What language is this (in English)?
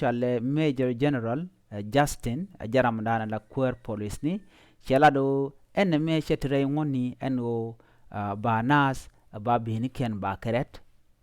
Nuer